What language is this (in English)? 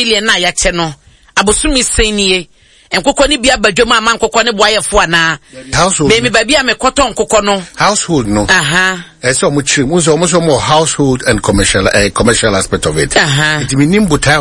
Akan